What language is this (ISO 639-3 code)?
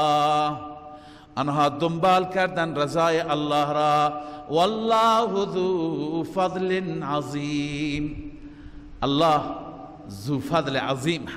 fas